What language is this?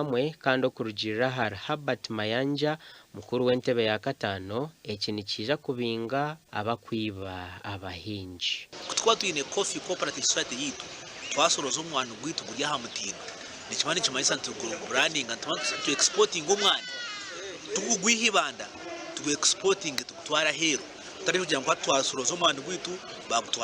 Nyankole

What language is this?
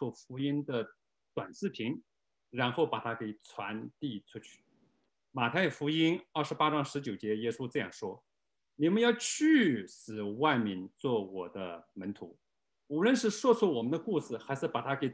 Chinese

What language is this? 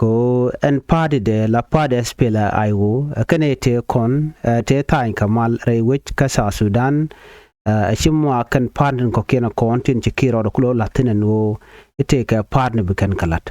Nuer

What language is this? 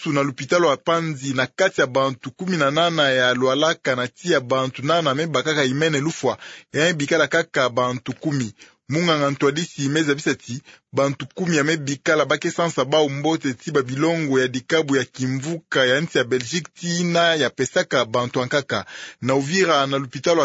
Kituba (Democratic Republic of Congo)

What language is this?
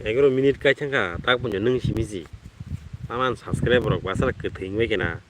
Kok Borok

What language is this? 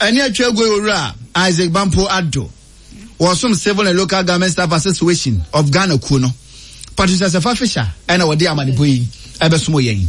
Akan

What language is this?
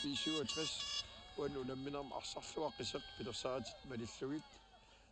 Kalaallisut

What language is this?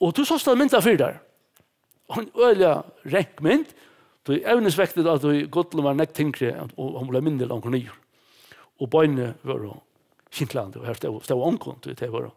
Faroese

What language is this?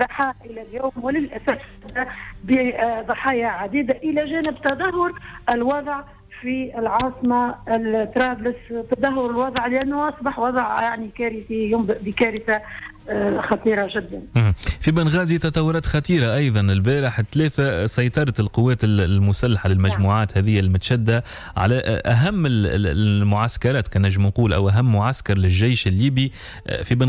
Tunisian Arabic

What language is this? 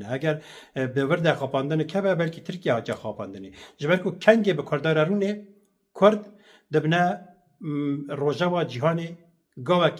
Kurdish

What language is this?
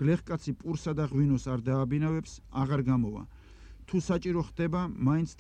Georgian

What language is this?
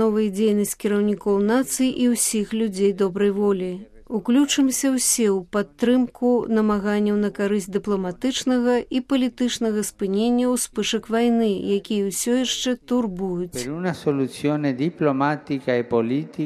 Belarusian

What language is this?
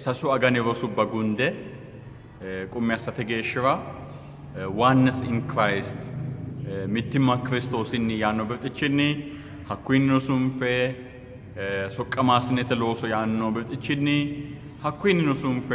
Sidamo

